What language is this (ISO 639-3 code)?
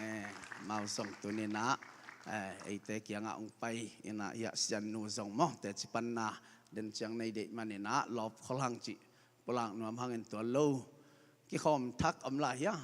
ctd